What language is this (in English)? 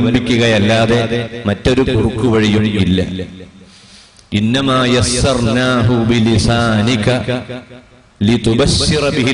Malayalam